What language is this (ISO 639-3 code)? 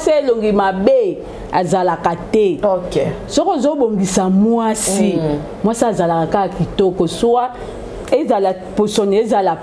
lin